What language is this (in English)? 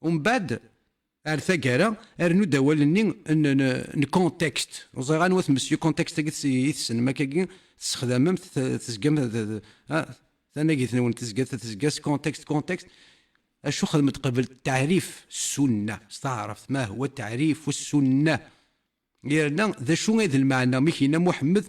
Kabyle